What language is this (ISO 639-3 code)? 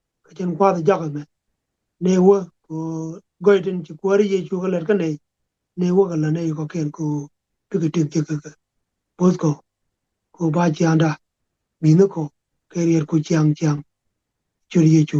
nus